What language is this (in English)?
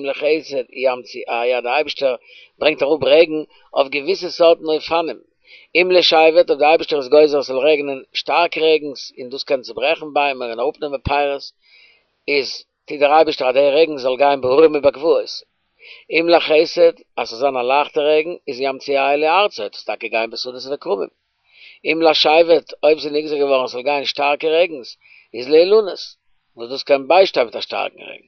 Yiddish